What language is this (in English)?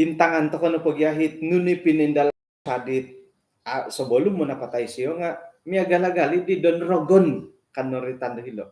Central Dusun